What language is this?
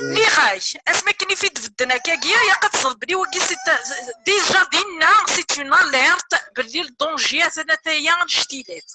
Kabyle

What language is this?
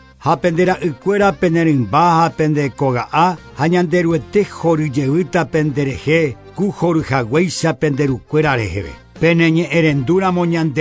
Guarani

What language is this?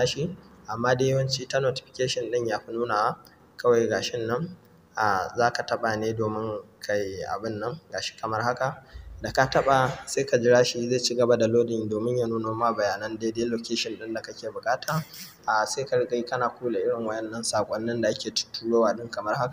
Hausa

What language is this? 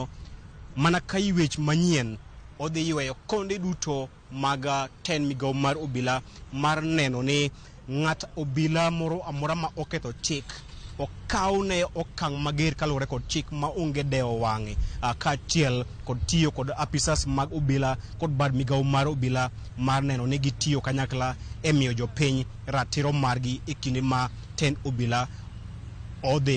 Luo (Kenya and Tanzania)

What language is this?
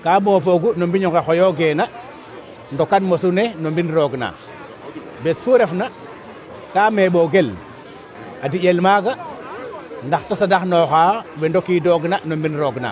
Serer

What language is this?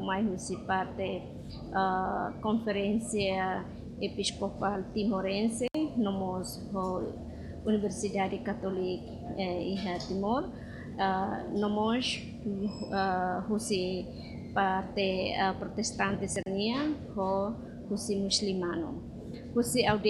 Tetum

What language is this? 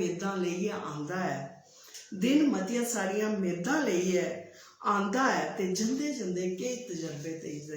Dogri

